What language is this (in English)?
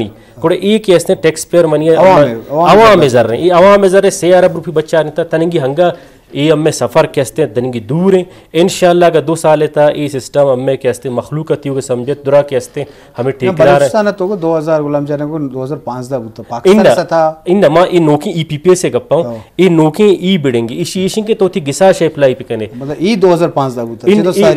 Eastern Balochi